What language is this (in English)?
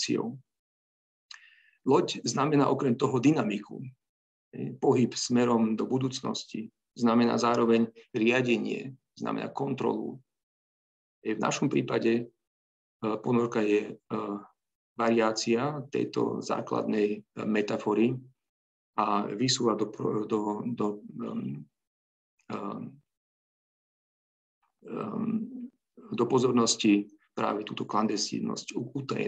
Slovak